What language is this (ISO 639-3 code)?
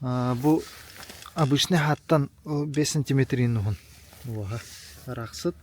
sah